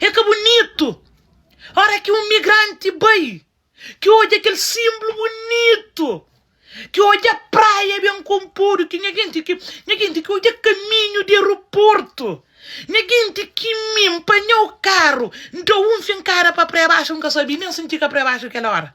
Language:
Kabuverdianu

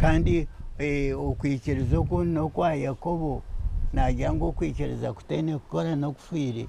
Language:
Nyankole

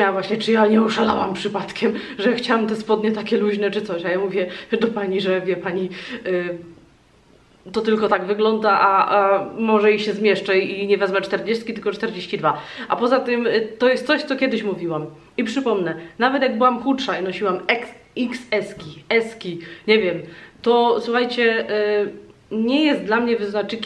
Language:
Polish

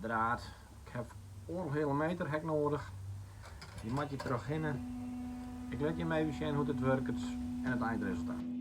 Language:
Western Frisian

